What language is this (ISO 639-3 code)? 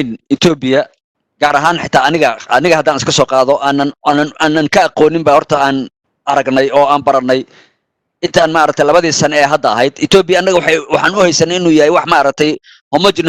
som